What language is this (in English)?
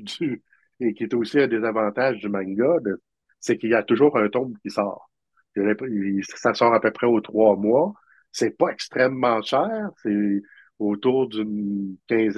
French